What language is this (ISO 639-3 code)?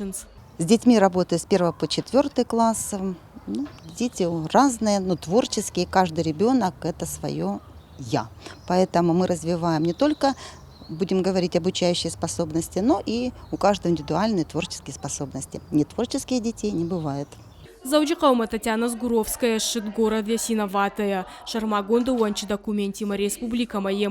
oss